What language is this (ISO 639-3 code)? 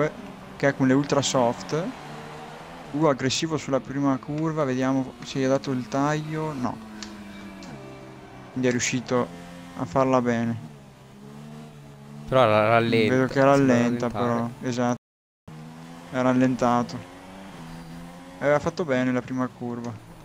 ita